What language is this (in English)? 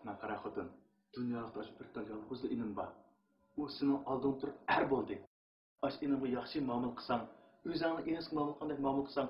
Uyghur